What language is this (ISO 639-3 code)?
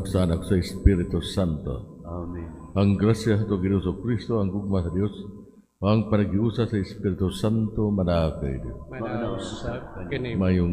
ceb